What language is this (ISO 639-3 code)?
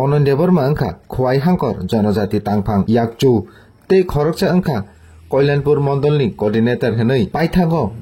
trp